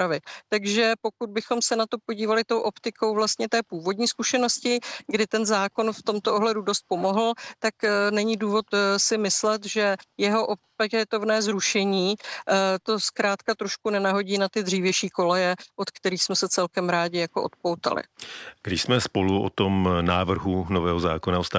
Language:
Czech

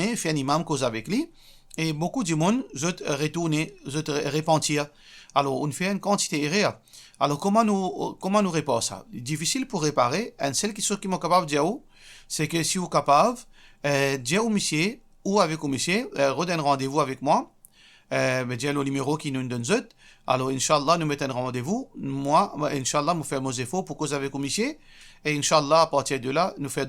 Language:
Morisyen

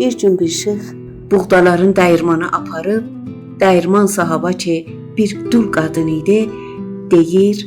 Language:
South Azerbaijani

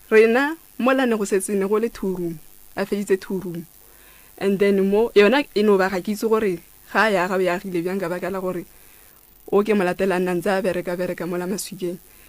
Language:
Northern Sotho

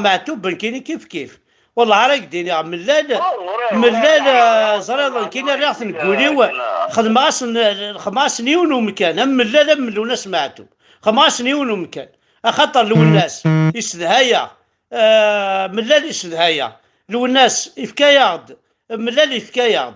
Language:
Kabyle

